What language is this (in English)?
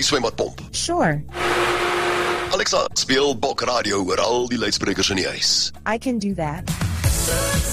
Afrikaans